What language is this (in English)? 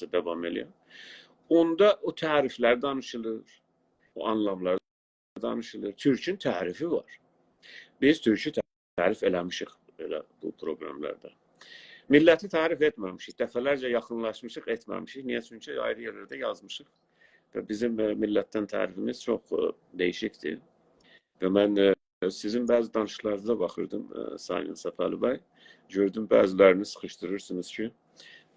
South Azerbaijani